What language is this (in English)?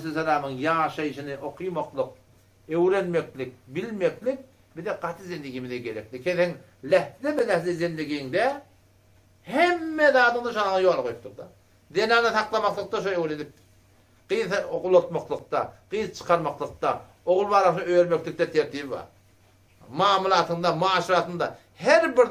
Turkmen